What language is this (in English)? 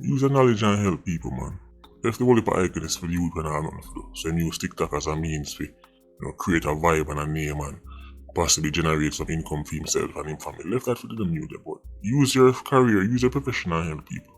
Jamaican Creole English